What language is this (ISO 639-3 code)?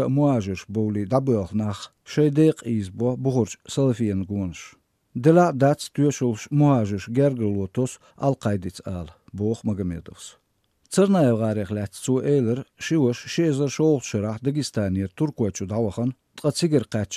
che